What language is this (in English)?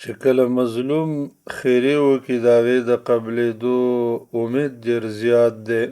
Pashto